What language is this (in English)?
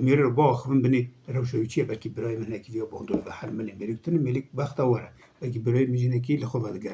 Kurdish